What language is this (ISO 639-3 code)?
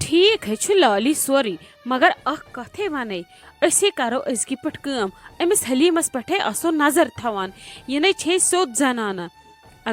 kas